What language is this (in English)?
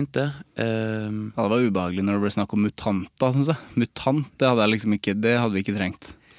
Norwegian